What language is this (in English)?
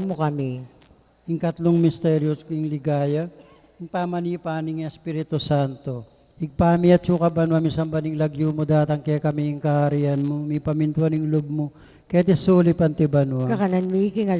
Pampanga